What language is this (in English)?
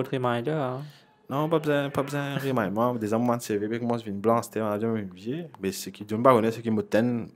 Morisyen